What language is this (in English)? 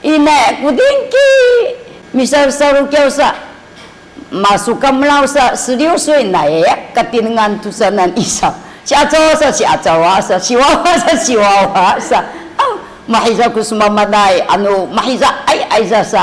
Sakizaya